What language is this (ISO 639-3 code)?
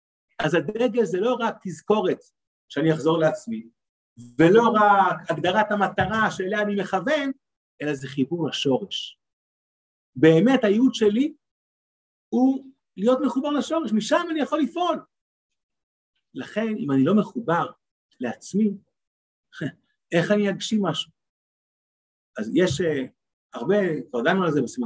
heb